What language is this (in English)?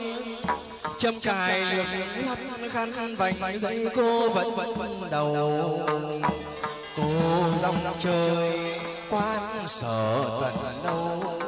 Vietnamese